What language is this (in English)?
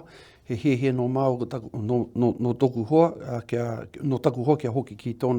Māori